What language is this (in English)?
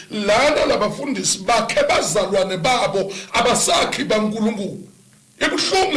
Zulu